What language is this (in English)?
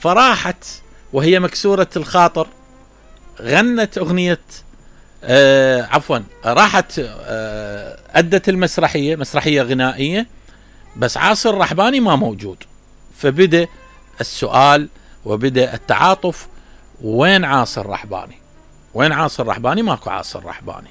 Mesopotamian Arabic